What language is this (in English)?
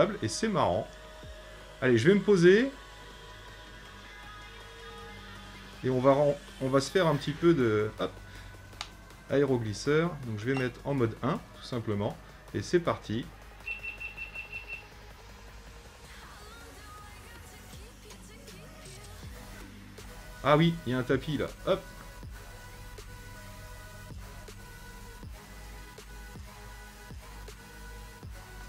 French